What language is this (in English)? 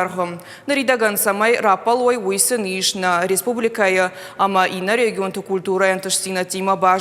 Ossetic